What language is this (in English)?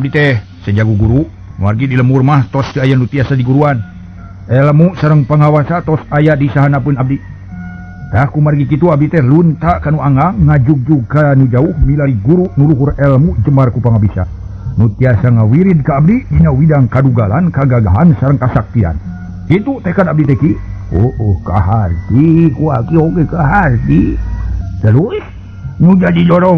Sundanese